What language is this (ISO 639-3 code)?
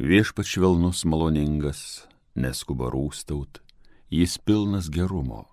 lit